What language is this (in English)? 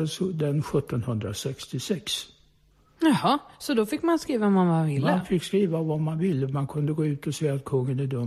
Swedish